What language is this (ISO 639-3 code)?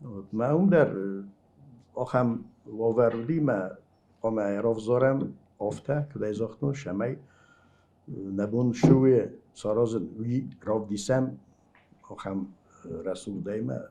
oss